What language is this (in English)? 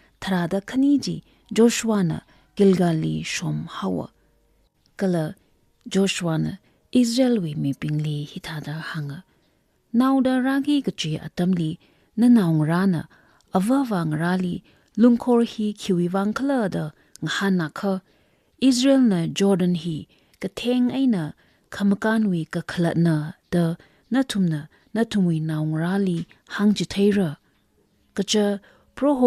Tangkhul Naga (India)